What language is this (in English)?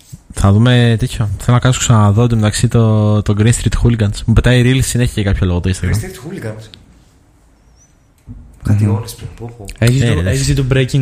Greek